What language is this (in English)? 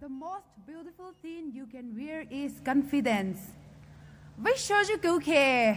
Poumei Naga